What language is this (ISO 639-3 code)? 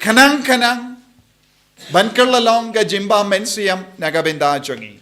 kha